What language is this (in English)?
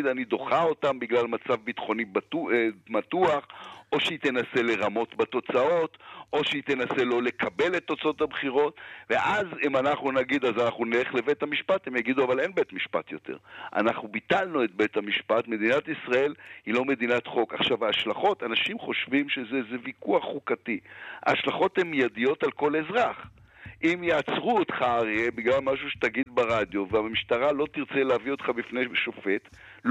Hebrew